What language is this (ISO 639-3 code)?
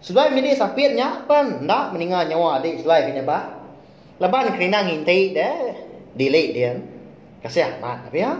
iba